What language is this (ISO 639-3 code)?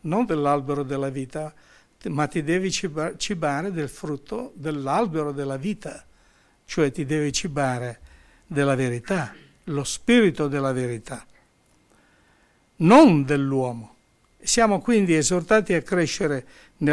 ita